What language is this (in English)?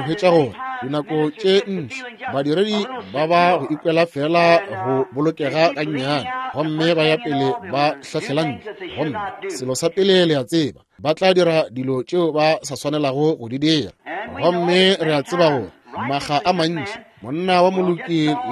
Northern Sotho